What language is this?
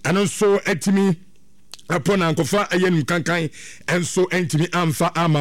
Akan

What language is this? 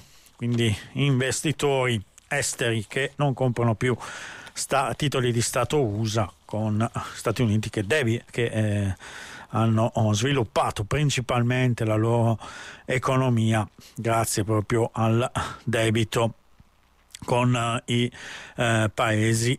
Italian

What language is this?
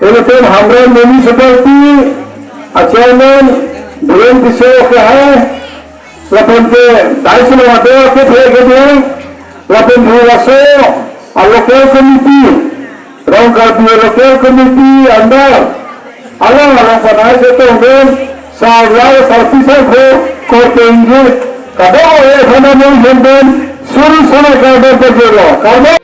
Karbi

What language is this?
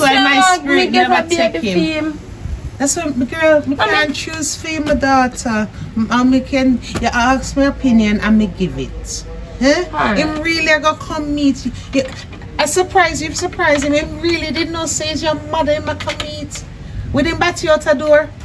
Jamaican Creole English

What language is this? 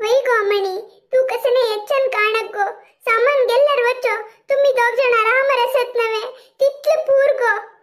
Konkani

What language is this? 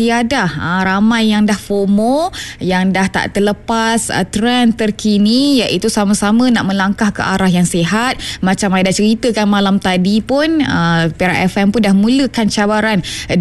Malay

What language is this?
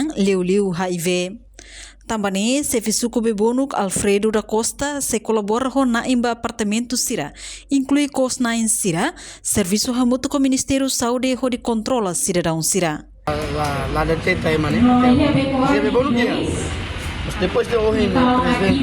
Tetum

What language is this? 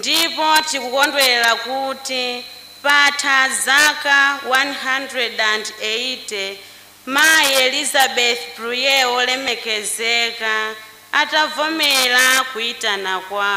Nyanja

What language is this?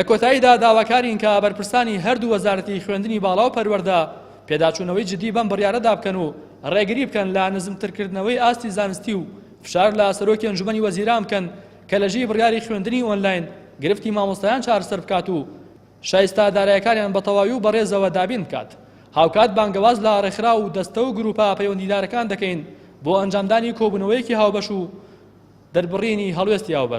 Central Kurdish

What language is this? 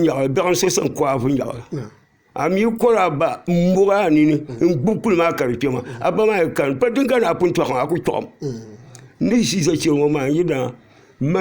Dagbani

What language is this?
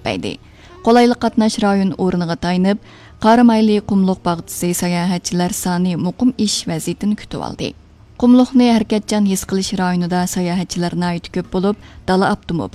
Uyghur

